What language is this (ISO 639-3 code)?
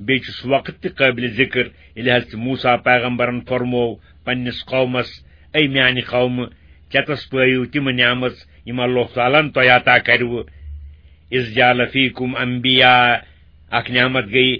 kas